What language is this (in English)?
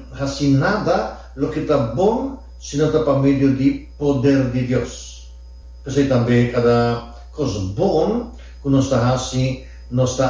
Papiamento